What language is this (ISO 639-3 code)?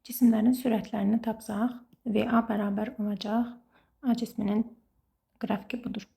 aze